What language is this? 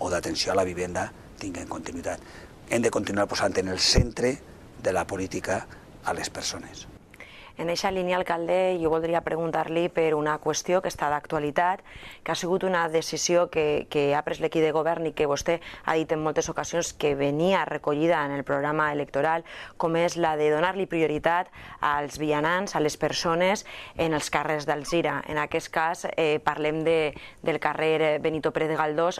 Catalan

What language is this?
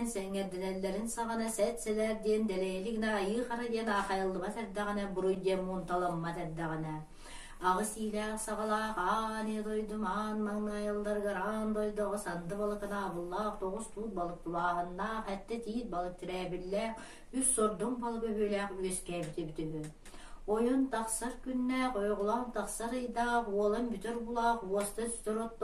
Yakut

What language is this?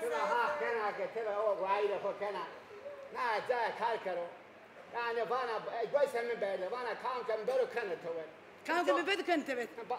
Zaza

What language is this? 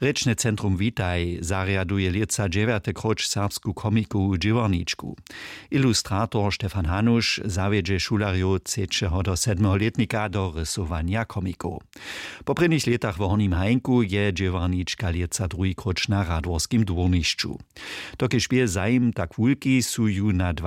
Upper Sorbian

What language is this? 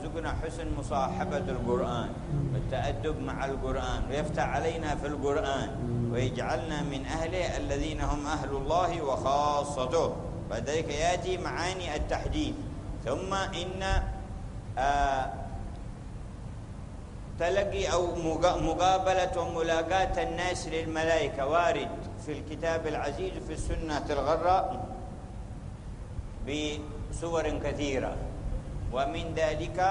Arabic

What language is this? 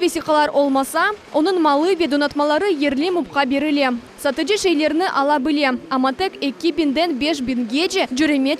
Crimean Tatar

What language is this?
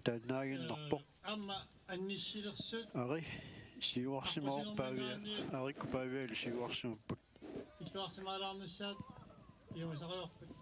Kalaallisut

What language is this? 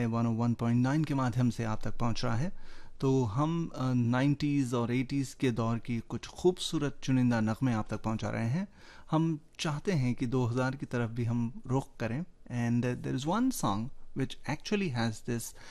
Hindi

